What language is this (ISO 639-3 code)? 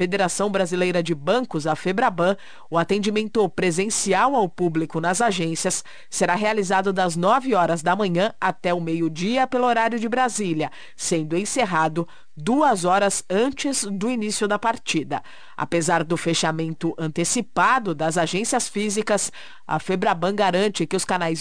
por